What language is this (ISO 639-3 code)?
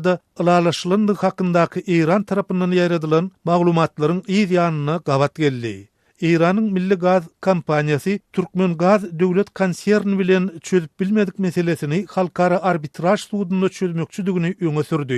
tuk